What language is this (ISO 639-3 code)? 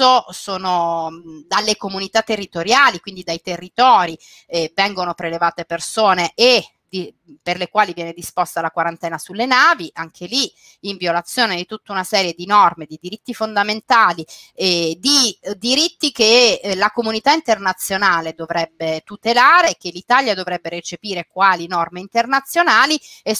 ita